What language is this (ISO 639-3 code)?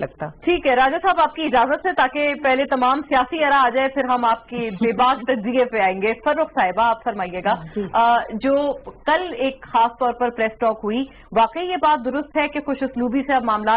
urd